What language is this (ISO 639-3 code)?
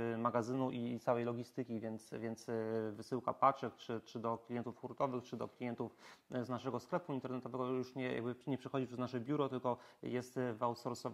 pol